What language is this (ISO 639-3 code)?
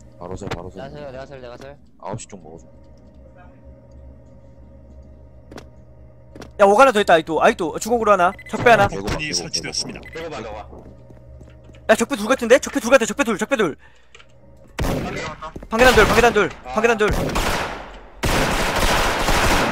kor